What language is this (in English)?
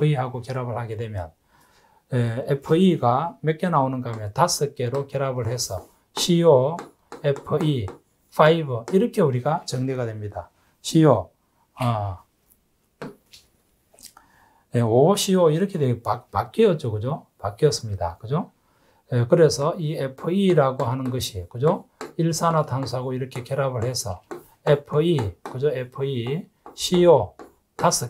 Korean